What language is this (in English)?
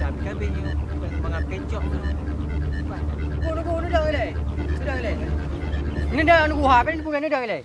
Achinese